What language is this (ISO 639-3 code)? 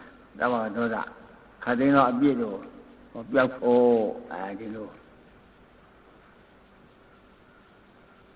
mya